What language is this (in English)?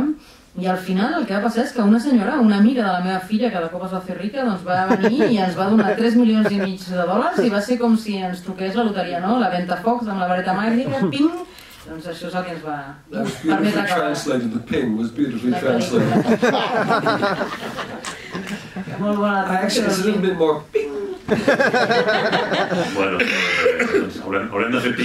Catalan